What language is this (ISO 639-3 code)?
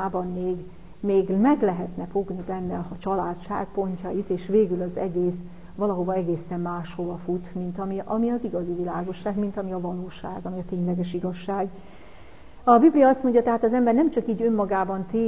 hun